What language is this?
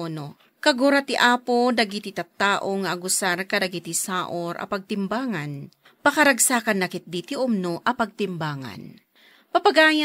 Iloko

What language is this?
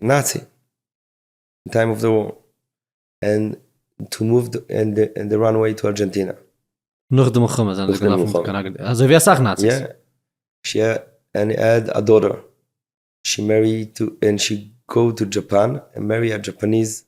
Yiddish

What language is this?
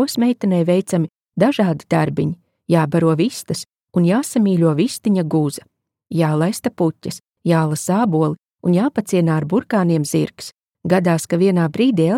Latvian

